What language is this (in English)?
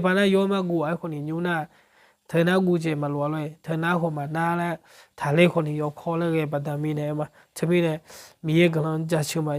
Akha